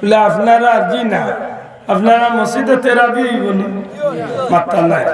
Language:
Sylheti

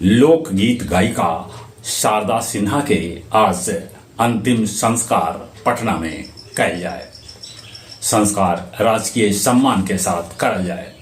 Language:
Magahi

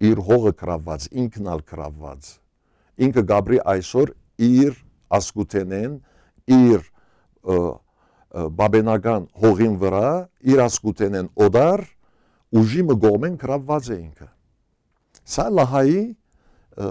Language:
Western Armenian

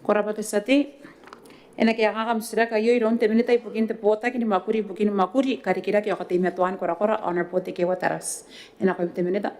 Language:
Gilbertese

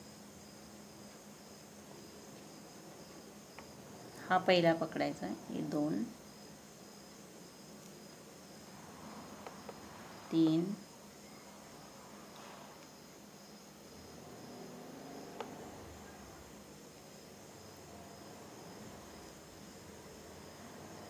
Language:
Marathi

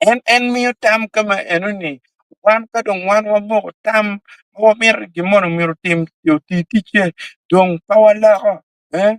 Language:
Acoli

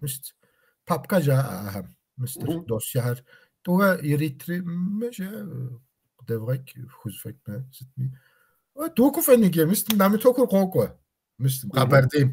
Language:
Kabardian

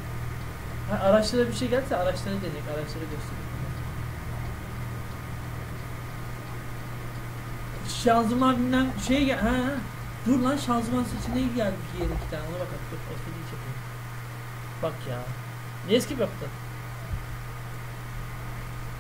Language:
Turkish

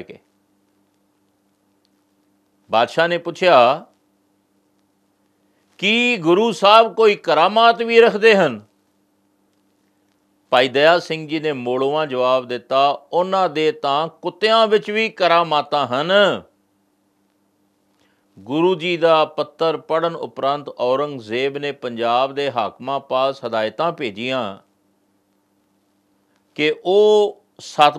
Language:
Punjabi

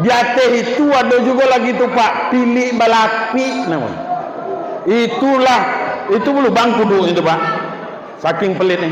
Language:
Minangkabau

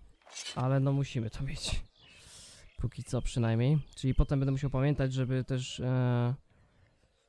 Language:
Polish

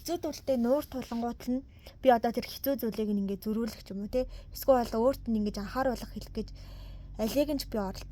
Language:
Mongolian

